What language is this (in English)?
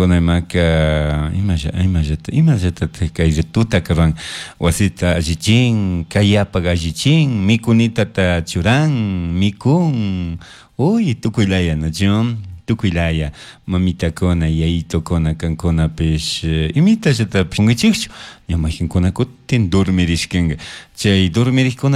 Chimborazo Highland Quichua